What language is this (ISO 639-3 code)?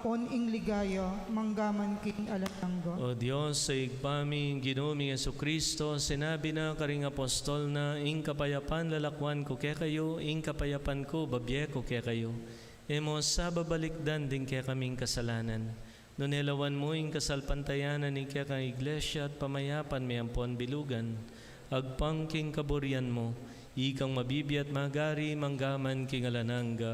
pam